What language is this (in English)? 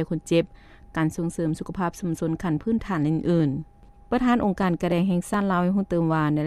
Lao